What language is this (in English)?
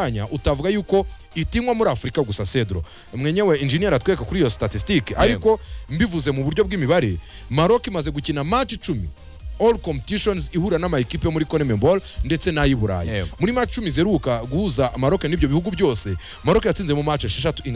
Kinyarwanda